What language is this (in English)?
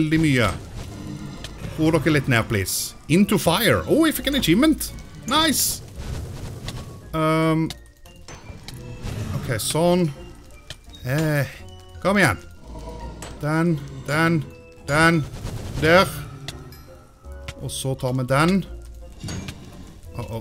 Norwegian